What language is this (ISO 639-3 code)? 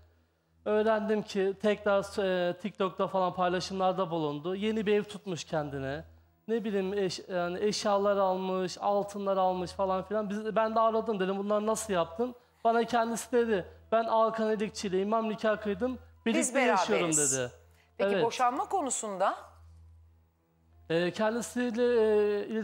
tur